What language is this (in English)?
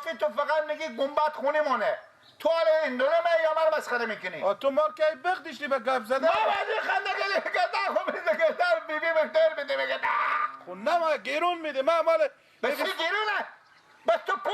Persian